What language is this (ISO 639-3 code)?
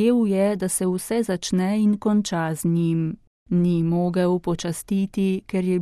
slv